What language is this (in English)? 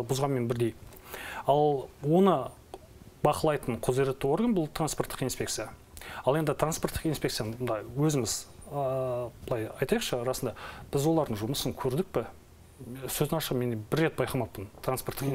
Kazakh